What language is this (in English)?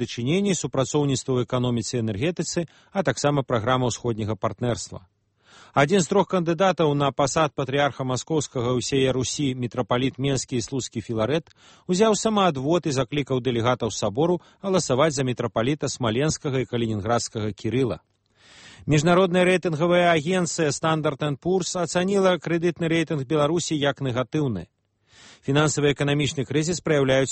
Belarusian